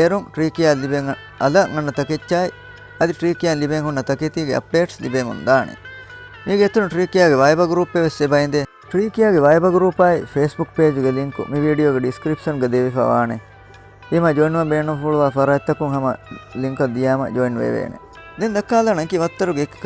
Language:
Divehi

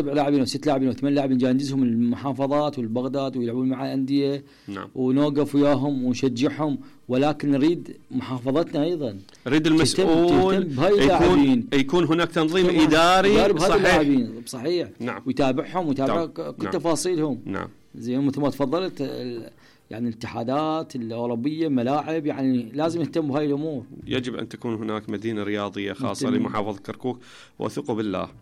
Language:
Mesopotamian Arabic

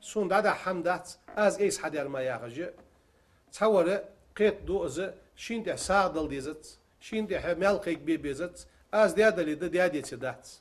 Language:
Ingush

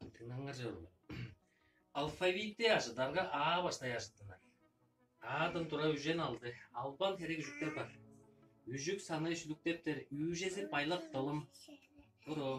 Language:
Tuvinian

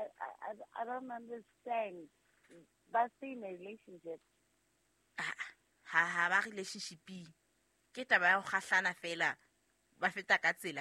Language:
Southern Sotho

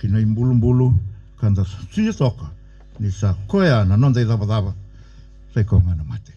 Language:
Fijian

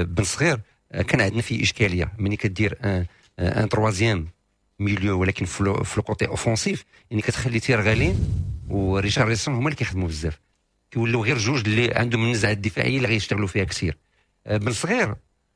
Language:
Moroccan Arabic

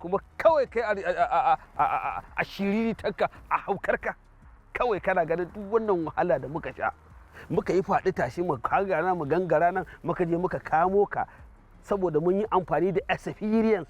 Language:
Hausa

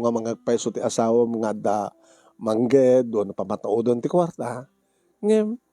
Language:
Iloko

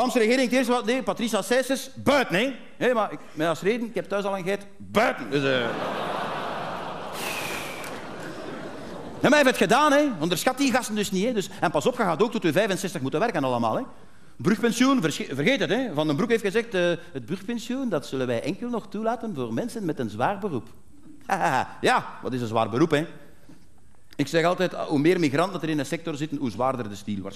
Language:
Dutch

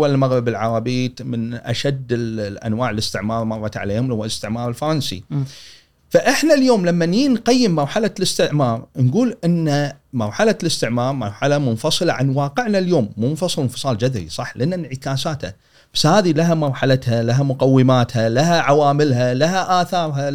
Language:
Gulf Arabic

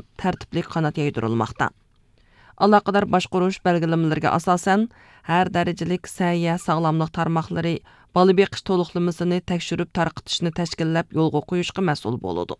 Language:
Uyghur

